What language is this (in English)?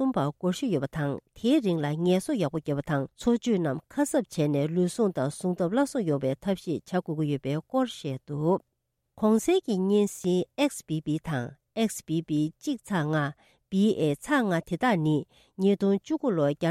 Tibetan